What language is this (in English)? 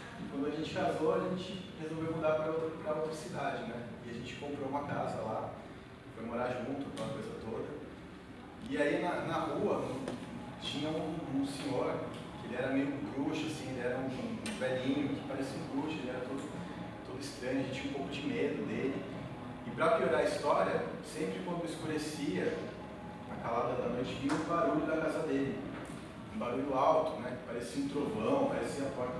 Portuguese